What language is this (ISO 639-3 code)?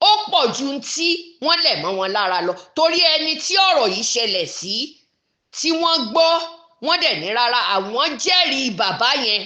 yor